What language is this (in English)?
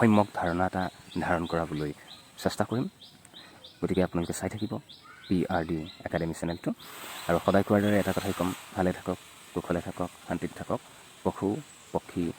Assamese